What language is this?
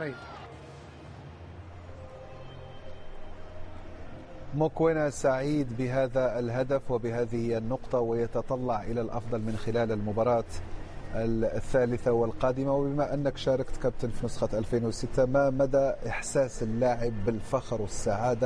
Arabic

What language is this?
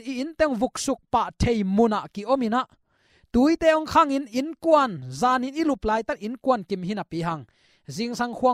Tedim Chin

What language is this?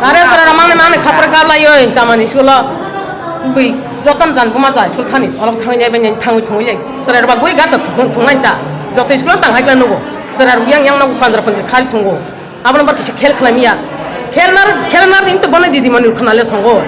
Kok Borok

